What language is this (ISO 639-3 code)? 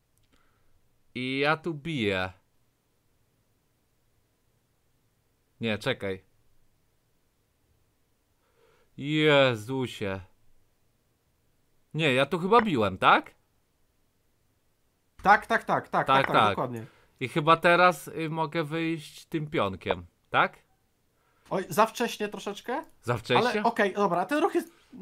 pol